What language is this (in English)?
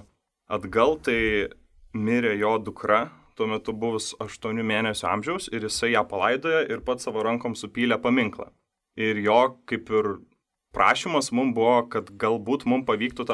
Lithuanian